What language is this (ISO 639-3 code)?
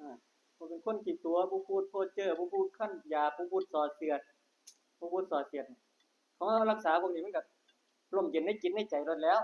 tts